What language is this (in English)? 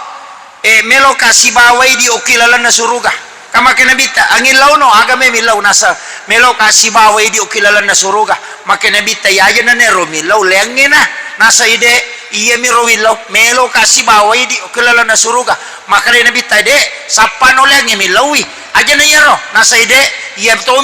Buginese